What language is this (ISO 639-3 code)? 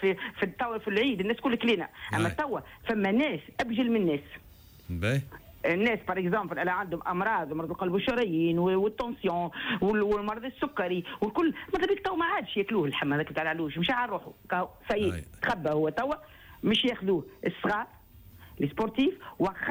aeb